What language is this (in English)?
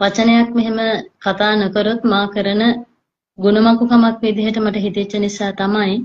Sinhala